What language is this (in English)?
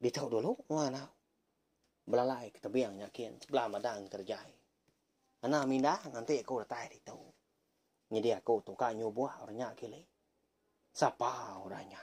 Iban